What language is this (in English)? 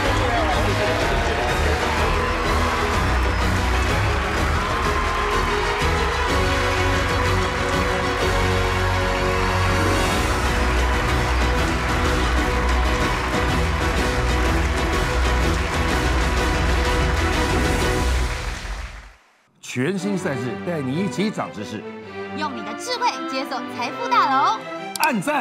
Chinese